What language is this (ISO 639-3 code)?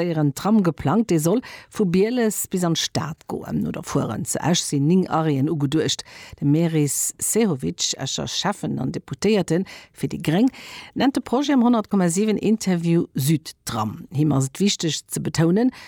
ltz